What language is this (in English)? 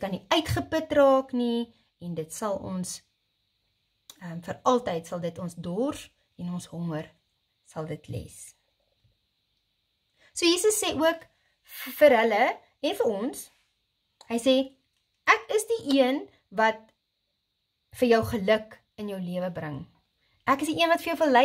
Afrikaans